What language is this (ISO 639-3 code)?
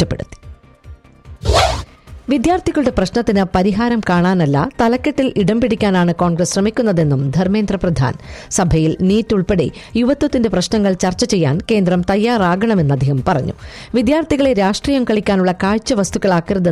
mal